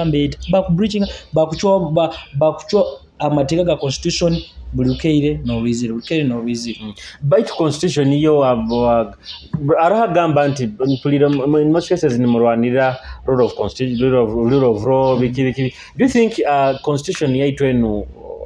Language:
Nyoro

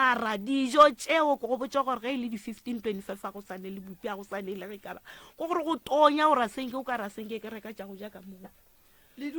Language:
Northern Sotho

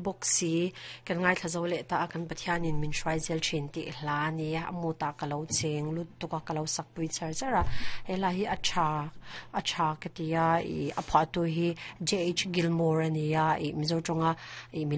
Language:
Mizo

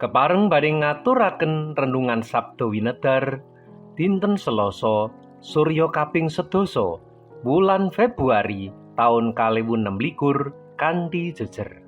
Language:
Javanese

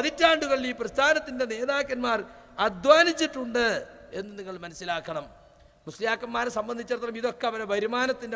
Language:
Malayalam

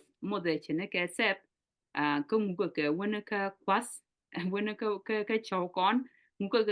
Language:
Nuer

